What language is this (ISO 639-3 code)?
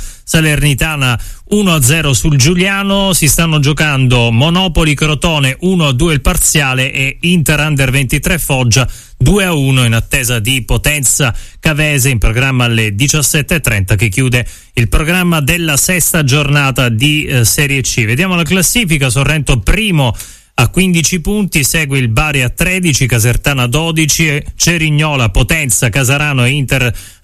ita